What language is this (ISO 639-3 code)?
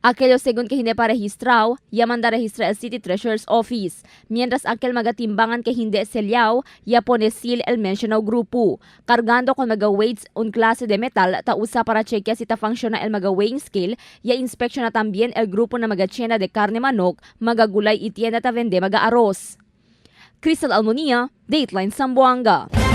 cbk